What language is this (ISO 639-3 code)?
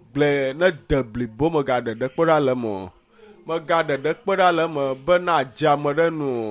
ewe